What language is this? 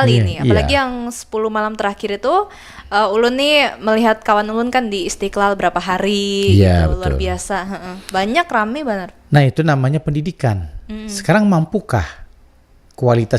Banjar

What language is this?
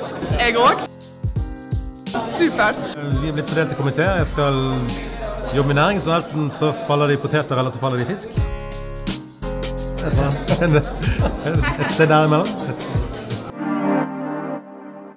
Norwegian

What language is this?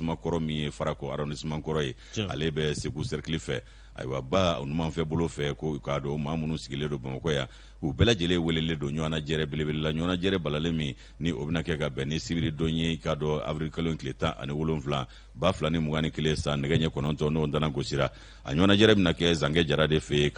Bambara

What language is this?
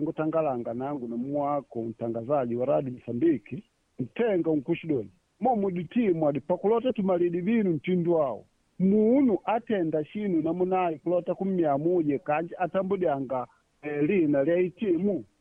Makonde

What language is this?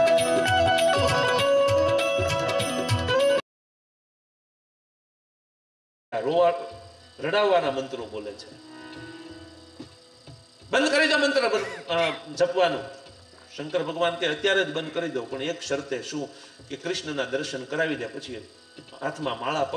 Gujarati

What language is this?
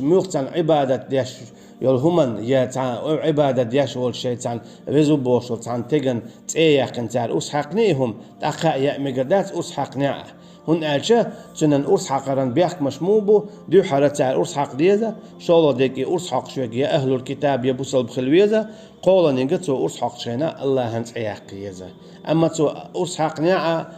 Chechen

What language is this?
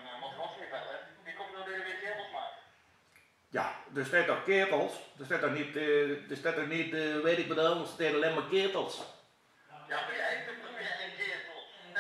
Limburgish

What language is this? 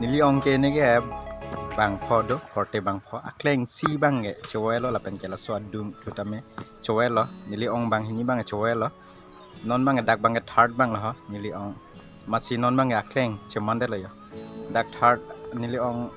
Karbi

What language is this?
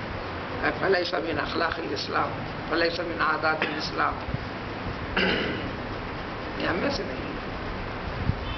Urdu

